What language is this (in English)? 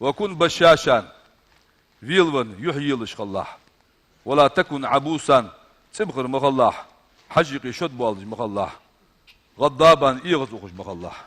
Ingush